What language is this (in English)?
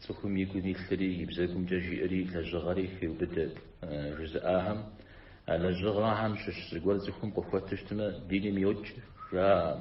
Kabardian